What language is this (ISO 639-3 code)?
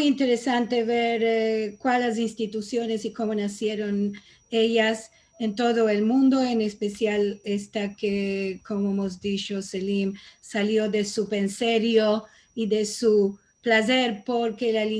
lad